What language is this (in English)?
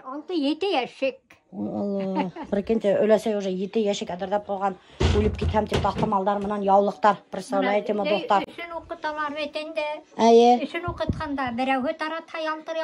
Bashkir